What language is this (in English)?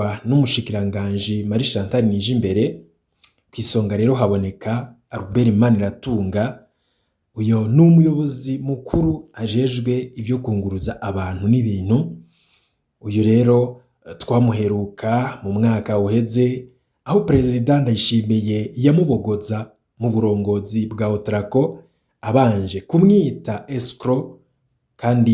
Rundi